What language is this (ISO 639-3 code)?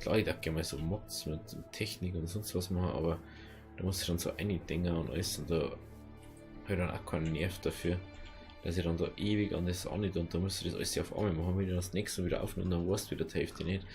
bar